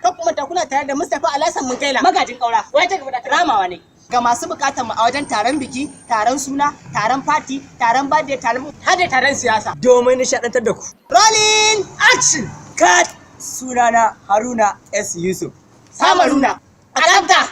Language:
Hausa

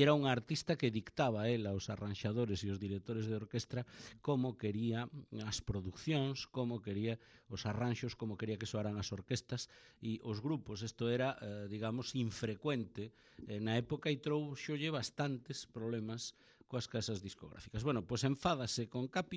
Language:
Galician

